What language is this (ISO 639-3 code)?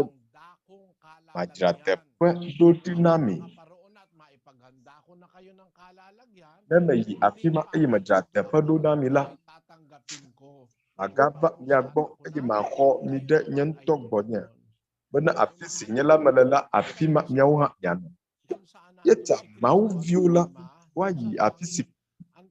ewe